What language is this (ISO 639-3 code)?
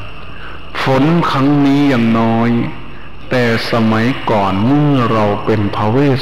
tha